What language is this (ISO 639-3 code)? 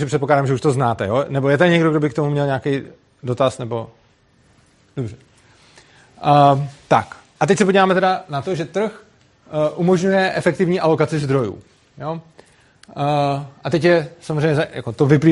ces